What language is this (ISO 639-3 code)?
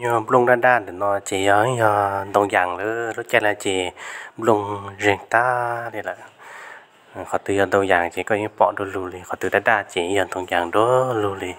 hmn